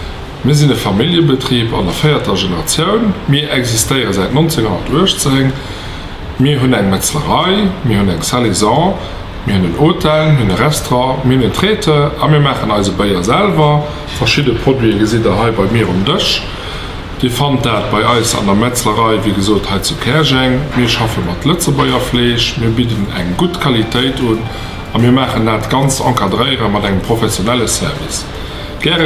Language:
Luxembourgish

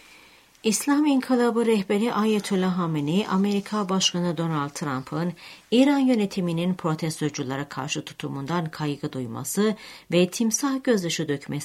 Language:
Turkish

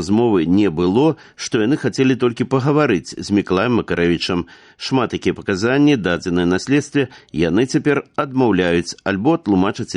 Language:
Belarusian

